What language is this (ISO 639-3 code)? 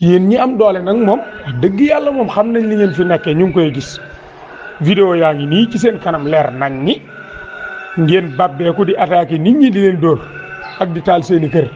wol